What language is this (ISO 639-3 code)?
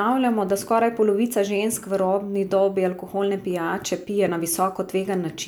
slv